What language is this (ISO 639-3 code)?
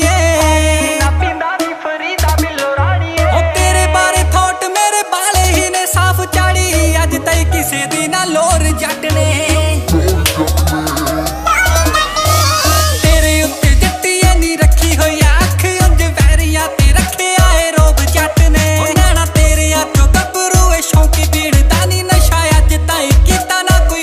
pan